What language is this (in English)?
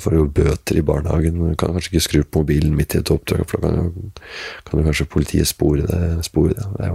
Norwegian